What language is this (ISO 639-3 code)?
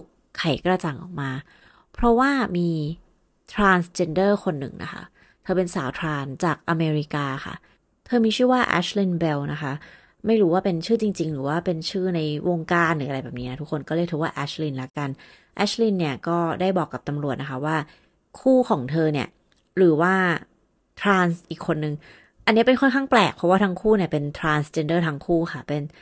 tha